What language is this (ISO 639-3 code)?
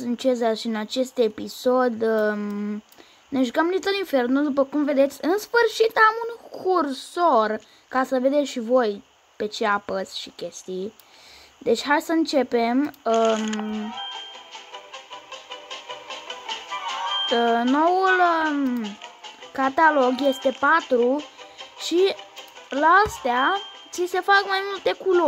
ron